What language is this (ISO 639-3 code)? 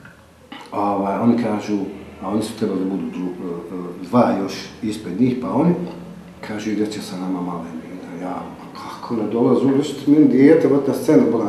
bos